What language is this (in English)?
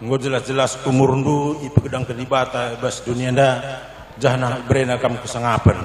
Batak Karo